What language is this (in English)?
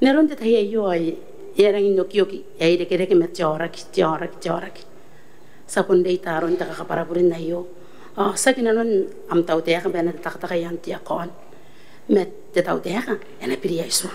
Gilbertese